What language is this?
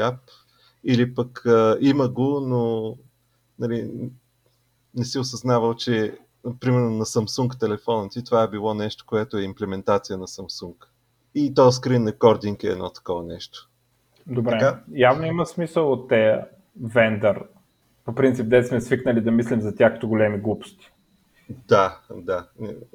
Bulgarian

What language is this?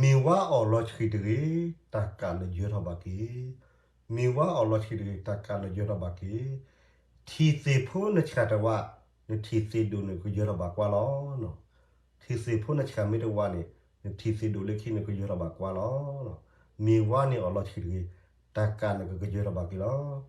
S'gaw Karen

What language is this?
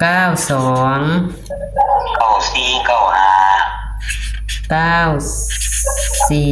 Northeastern Thai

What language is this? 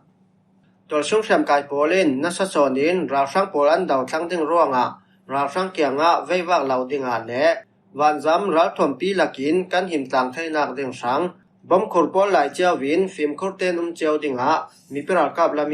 Falam Chin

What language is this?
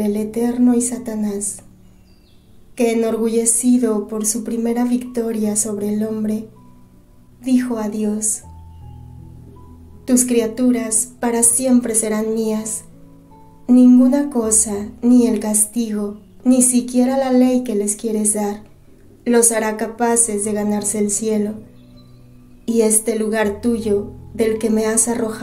Spanish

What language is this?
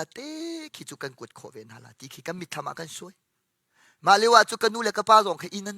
Hakha Chin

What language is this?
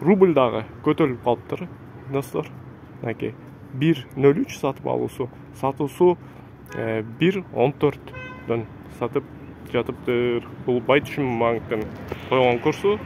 Kyrgyz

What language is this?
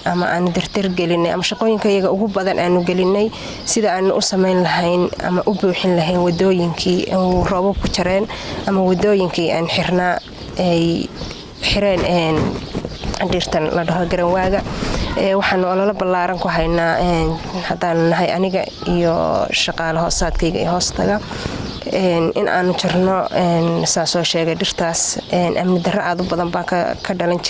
Somali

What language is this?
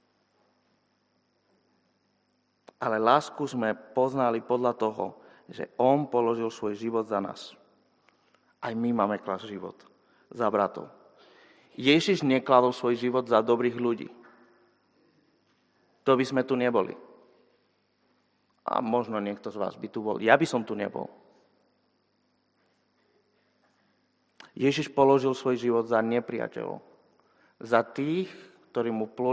Slovak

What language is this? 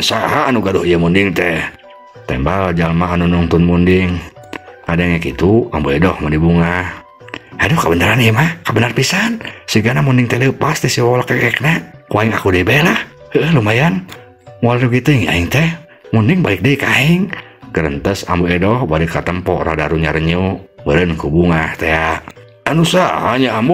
Sundanese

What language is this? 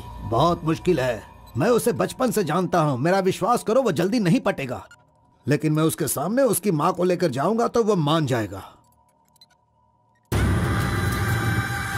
Hindi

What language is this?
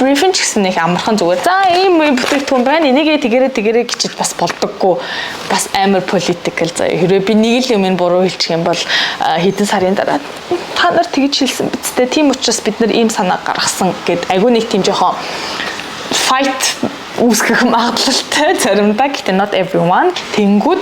Mongolian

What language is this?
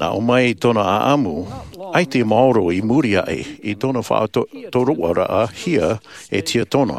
Tahitian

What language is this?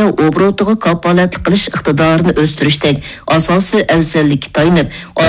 Uyghur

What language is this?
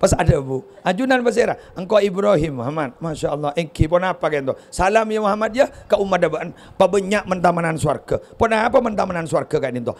Madurese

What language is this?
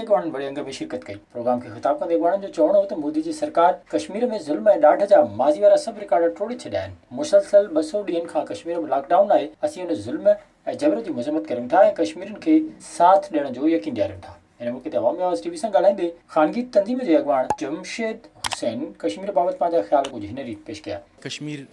Sindhi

